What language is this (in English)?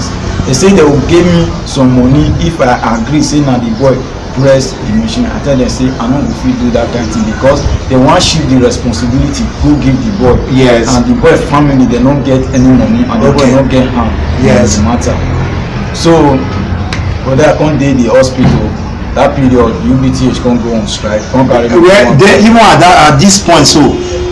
Nigerian Pidgin